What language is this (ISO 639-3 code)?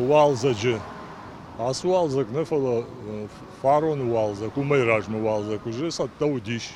oss